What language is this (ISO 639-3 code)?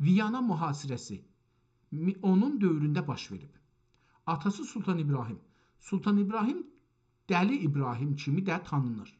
azb